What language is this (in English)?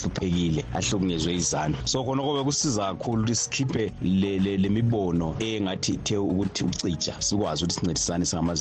North Ndebele